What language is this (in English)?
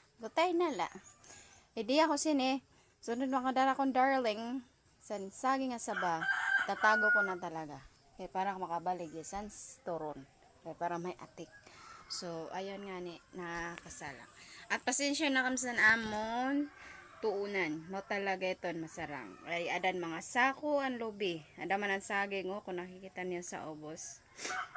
Waray